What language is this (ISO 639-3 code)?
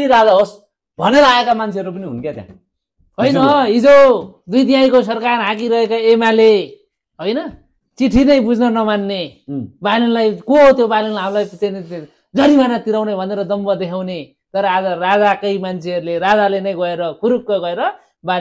nep